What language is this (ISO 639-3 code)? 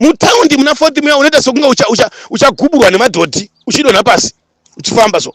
sna